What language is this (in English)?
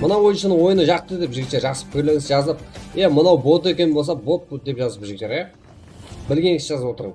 Kara-Kalpak